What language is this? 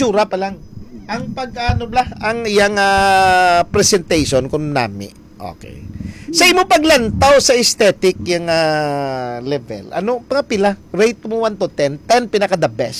Hiligaynon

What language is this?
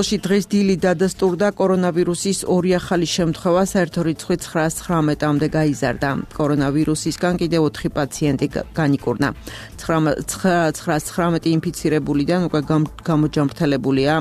Georgian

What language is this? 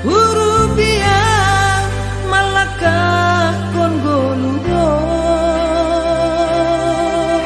Batak Simalungun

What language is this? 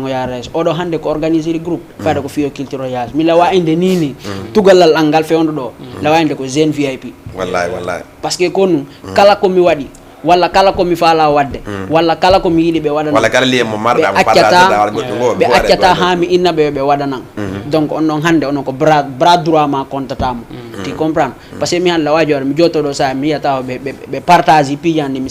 Fula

